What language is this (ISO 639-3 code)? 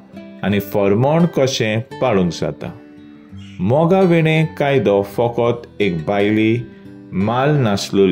kok